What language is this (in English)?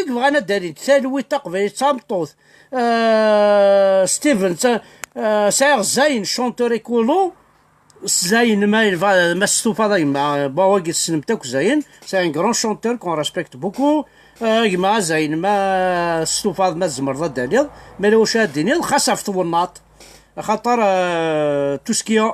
Kabyle